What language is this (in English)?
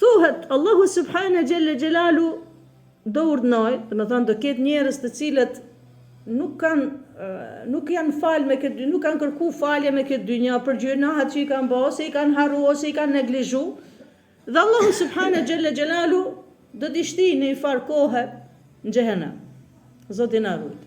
Albanian